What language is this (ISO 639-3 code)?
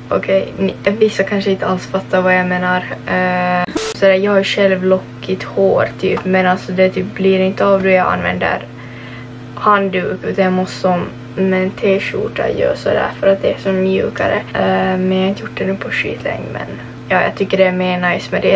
swe